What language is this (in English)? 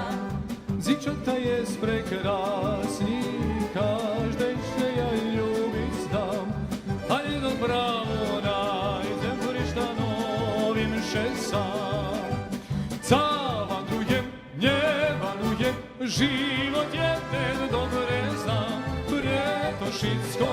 Rusyn